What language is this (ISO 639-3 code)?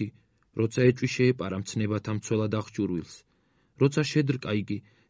kat